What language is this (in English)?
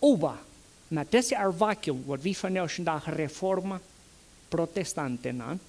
Plautdietsch